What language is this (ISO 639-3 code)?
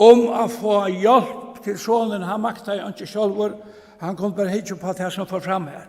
fao